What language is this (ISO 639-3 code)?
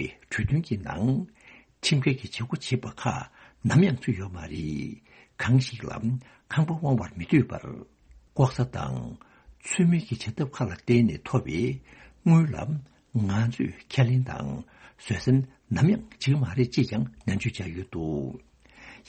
bod